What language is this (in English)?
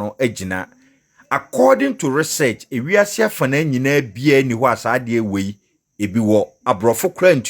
Akan